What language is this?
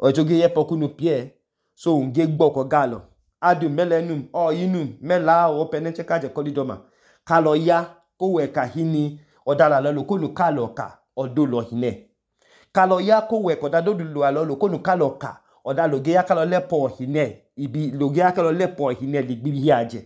Idoma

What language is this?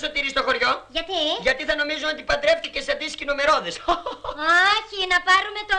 Greek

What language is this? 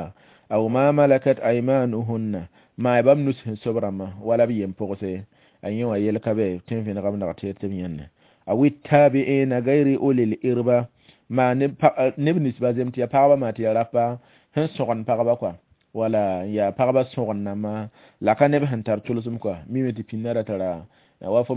Mossi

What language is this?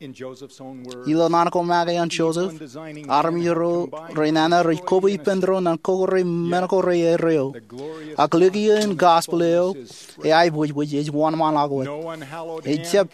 Marshallese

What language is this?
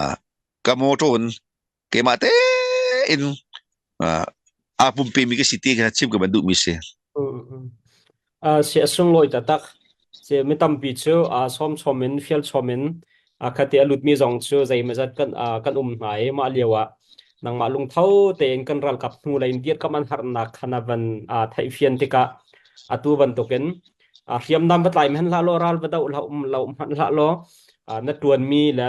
Hakha Chin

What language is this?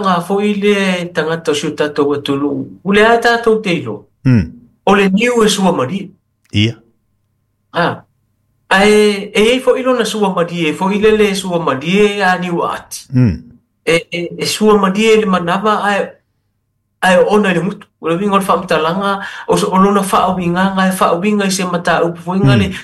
Samoan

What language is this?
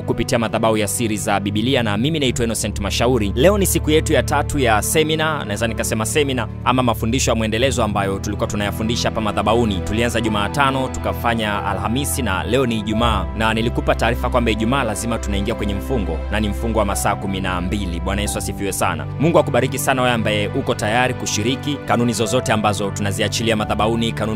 Swahili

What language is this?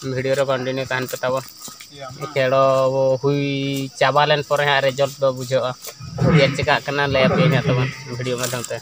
Santali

